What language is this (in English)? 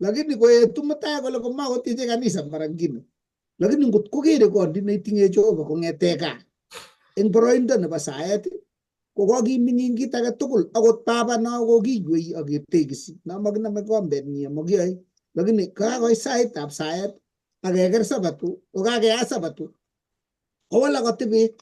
Kalenjin